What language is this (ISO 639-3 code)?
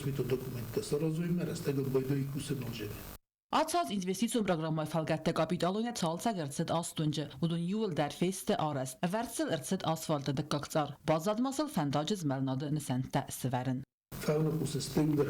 oss